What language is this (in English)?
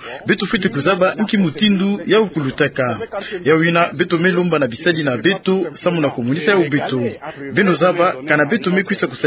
Kituba (Democratic Republic of Congo)